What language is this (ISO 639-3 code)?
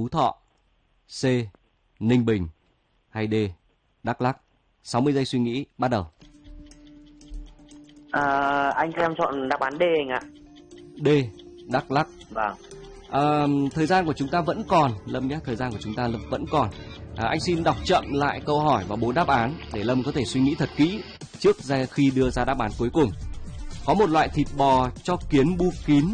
vie